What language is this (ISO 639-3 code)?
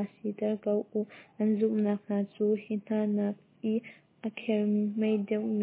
cnh